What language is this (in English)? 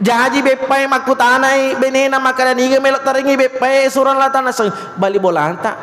Buginese